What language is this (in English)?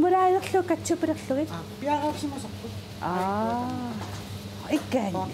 Kalaallisut